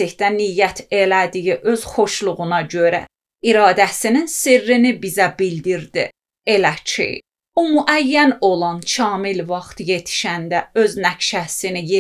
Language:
Azerbaijani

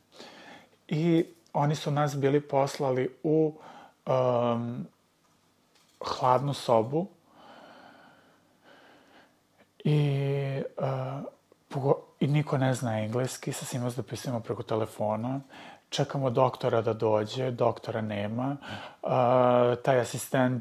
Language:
Serbian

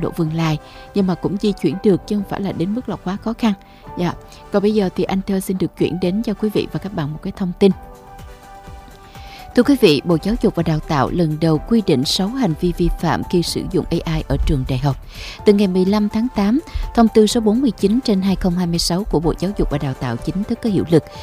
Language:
Vietnamese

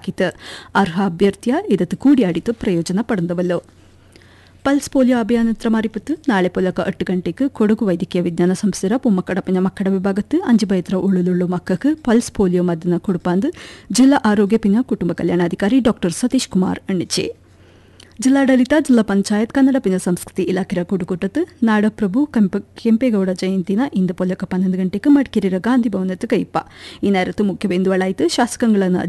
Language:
Kannada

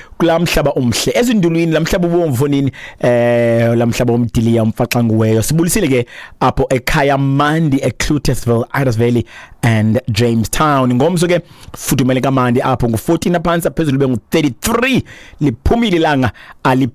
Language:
Xhosa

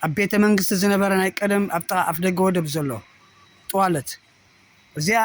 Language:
Tigrinya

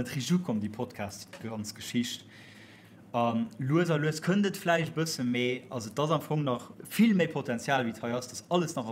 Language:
Luxembourgish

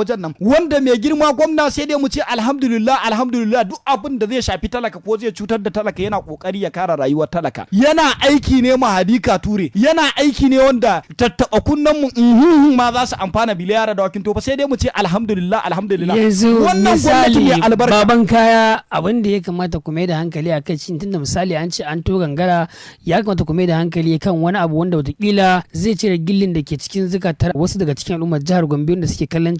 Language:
Hausa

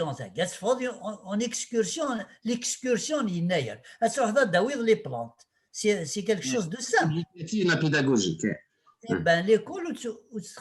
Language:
Kabyle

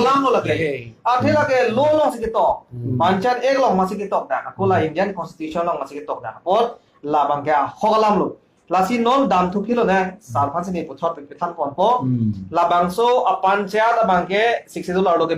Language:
Karbi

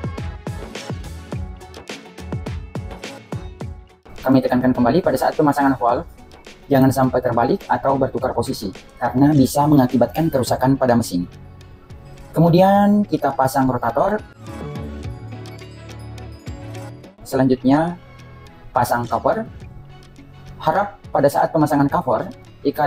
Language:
Indonesian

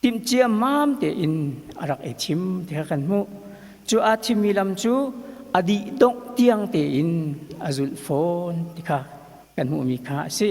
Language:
Hakha Chin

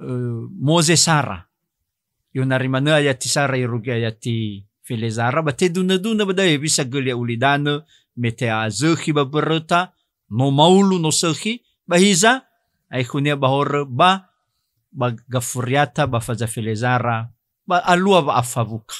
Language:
Nias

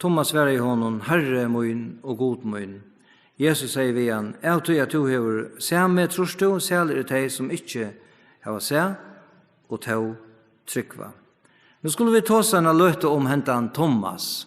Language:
Faroese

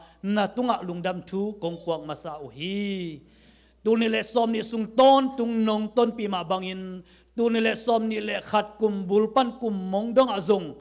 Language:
Tedim Chin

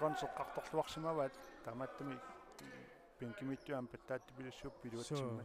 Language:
Kalaallisut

